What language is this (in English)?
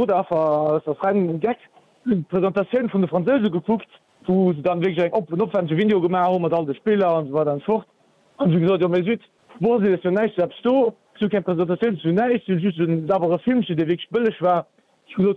Luxembourgish